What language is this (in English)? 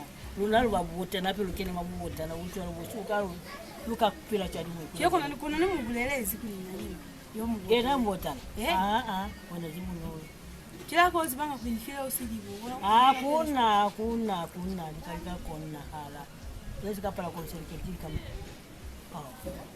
Lozi